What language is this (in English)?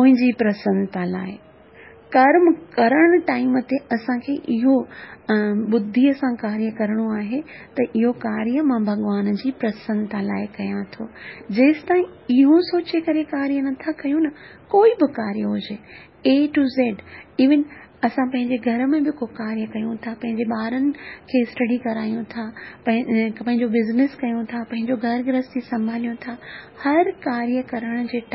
Sindhi